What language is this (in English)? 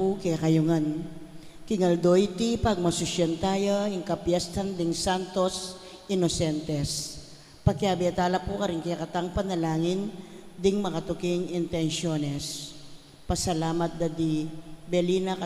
Pampanga